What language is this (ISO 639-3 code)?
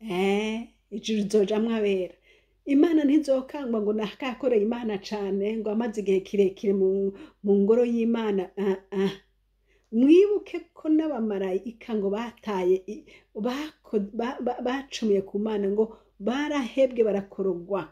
run